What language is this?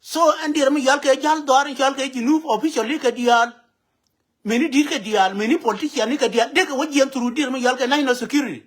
Nuer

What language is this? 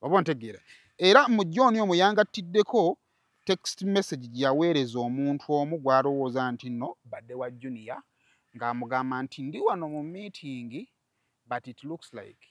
Ganda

